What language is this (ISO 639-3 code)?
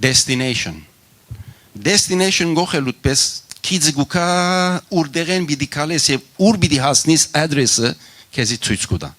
hyw